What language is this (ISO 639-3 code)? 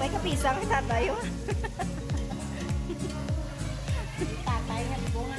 fil